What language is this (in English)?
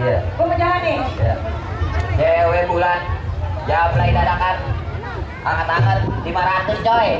Betawi